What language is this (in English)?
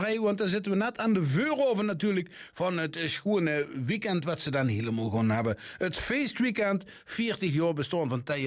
Dutch